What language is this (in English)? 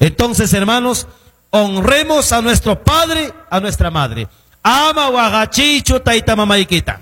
Quechua